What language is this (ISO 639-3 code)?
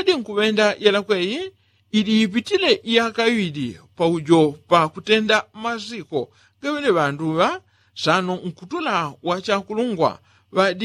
yao